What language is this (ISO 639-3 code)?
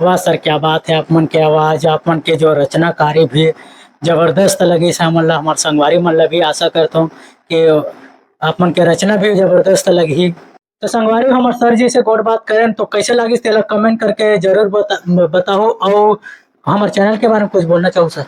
hne